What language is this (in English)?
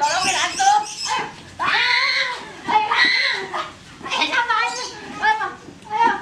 Betawi